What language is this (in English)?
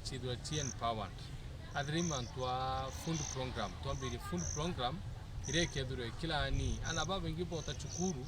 Meru